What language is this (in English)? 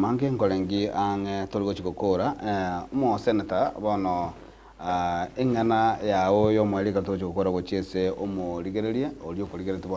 Gusii